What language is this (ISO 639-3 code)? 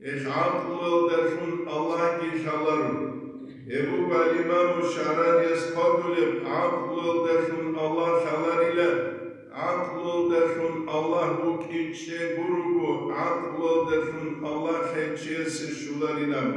ava